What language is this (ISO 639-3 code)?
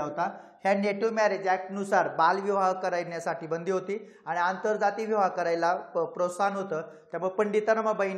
mar